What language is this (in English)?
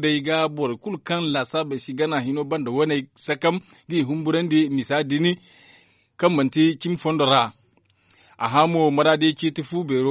Zarma